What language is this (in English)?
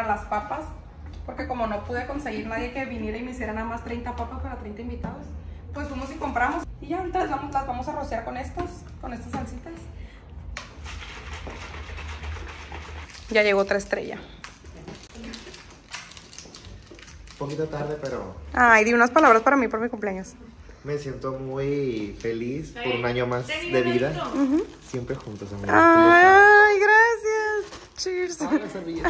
Spanish